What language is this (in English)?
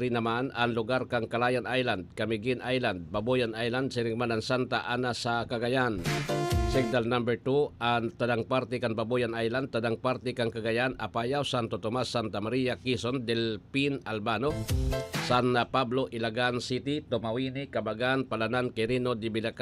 Bikol